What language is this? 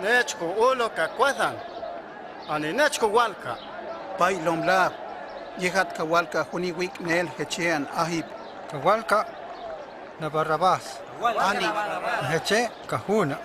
Huastec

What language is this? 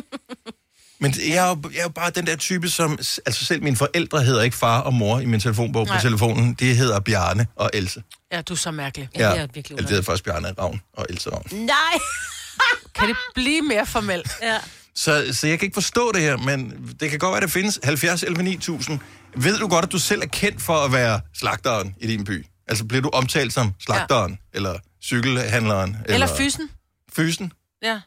Danish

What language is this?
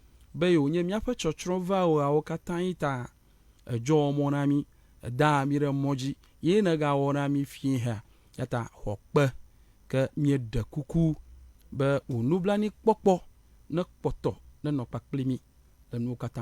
Ewe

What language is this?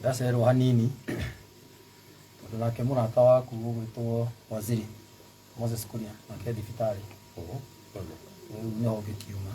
Kikuyu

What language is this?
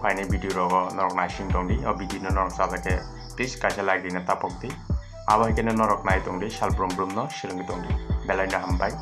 Kok Borok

